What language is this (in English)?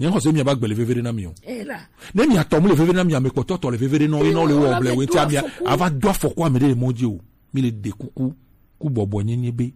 Gen